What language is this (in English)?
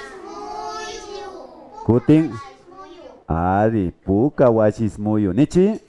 Imbabura Highland Quichua